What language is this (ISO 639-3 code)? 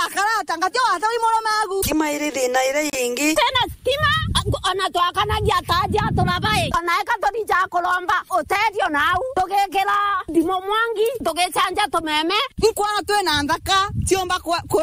mer